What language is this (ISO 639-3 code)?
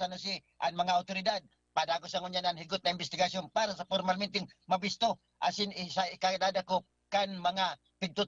bik